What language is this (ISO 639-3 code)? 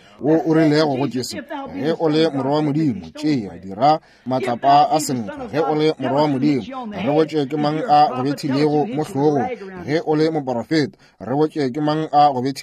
nso